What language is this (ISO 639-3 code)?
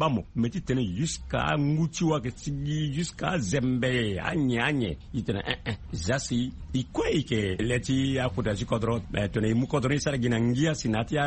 sag